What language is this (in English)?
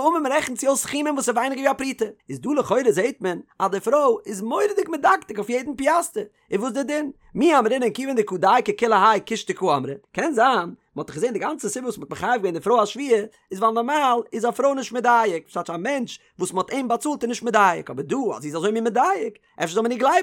Yiddish